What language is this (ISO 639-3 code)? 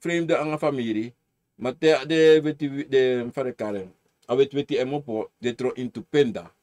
srn